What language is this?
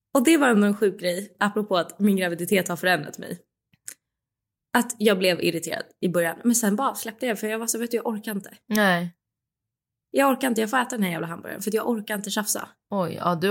Swedish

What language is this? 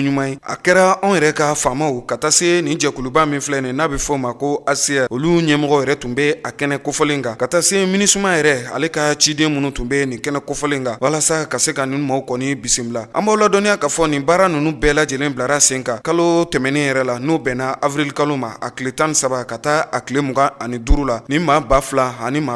Bambara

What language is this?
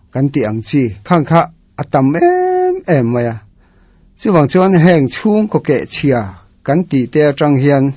Mizo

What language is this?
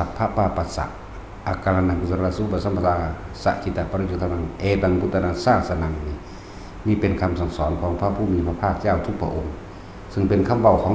Northeastern Thai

